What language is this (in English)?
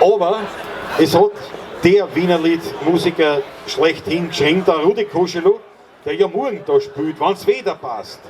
Bavarian